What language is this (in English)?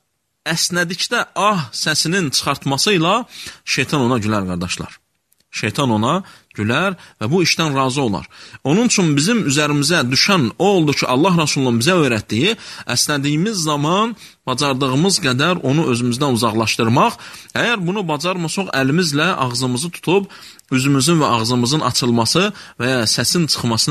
Azerbaijani